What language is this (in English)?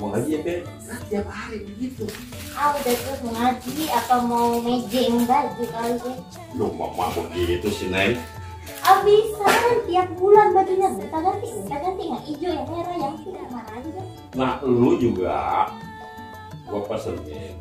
Betawi